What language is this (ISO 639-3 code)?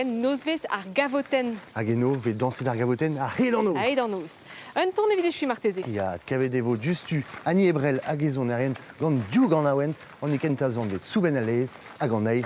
bre